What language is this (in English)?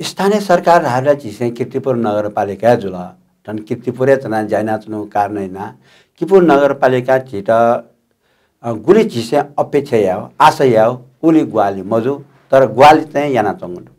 Newari